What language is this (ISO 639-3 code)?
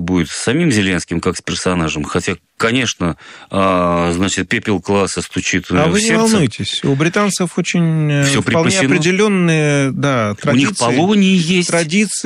rus